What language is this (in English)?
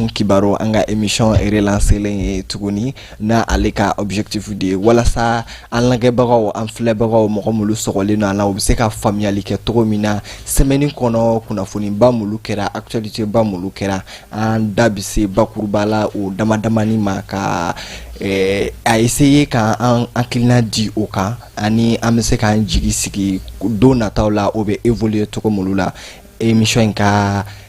Bambara